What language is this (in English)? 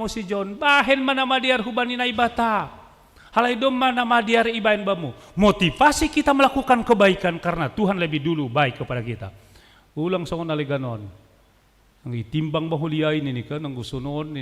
Batak Simalungun